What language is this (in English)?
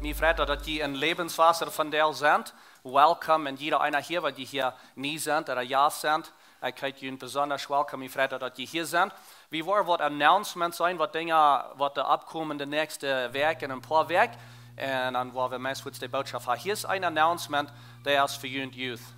Plautdietsch